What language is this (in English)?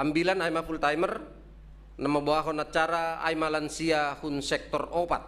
Batak Simalungun